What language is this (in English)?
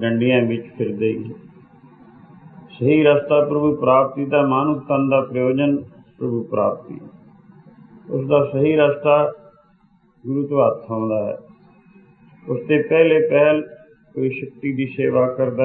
Punjabi